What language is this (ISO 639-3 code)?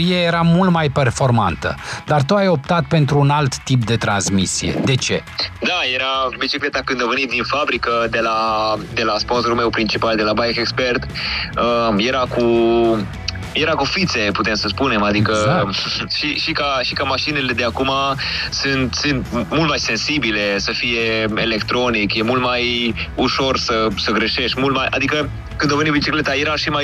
ron